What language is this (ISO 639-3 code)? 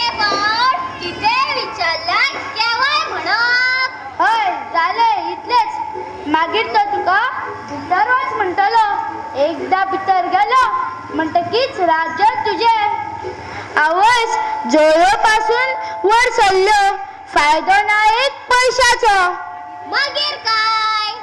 kok